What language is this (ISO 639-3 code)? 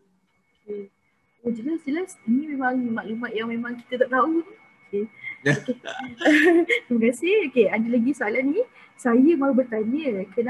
msa